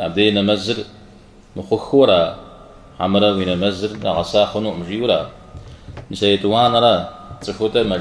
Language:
Kabardian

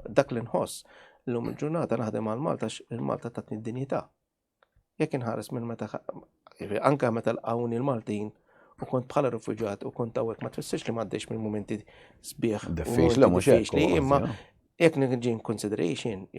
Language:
Maltese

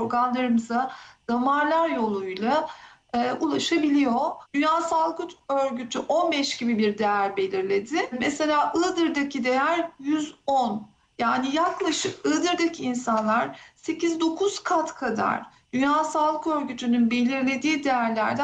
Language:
Turkish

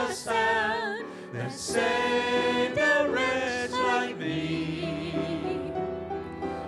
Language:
English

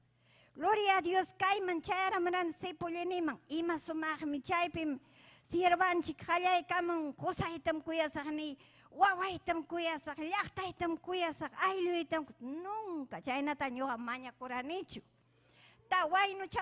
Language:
Ayacucho Quechua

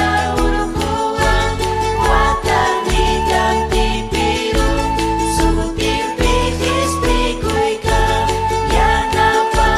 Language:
Ayacucho Quechua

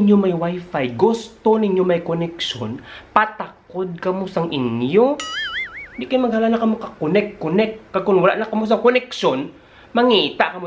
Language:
Hiligaynon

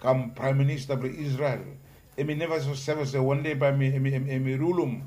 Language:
Bislama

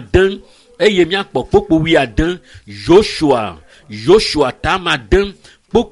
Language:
Ewe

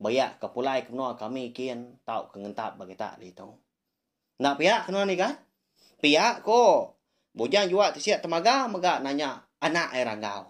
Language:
Iban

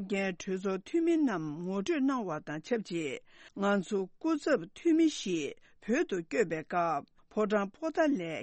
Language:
Tibetan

